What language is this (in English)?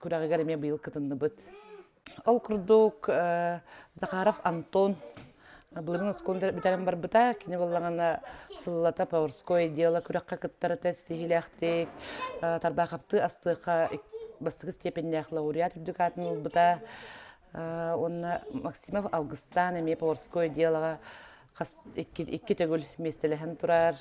Yakut